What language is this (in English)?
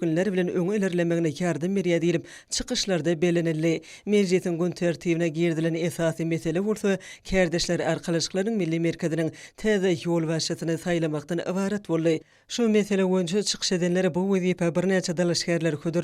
Turkmen